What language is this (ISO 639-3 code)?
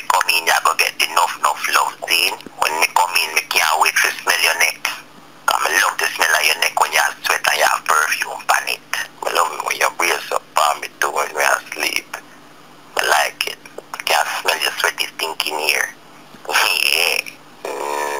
jam